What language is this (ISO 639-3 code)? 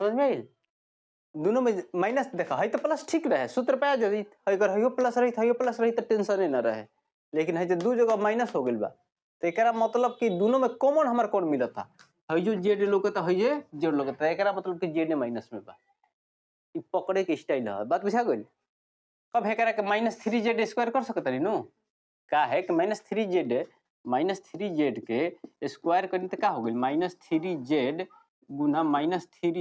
bho